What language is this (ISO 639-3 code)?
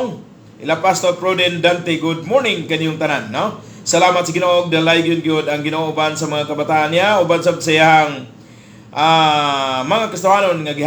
ceb